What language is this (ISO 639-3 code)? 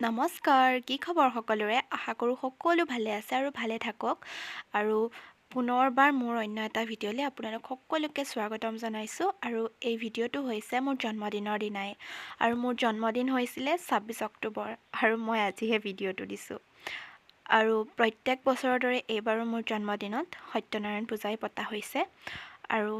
asm